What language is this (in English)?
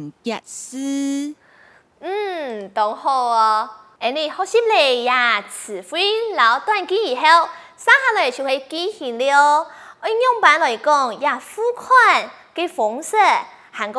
Hakka Chinese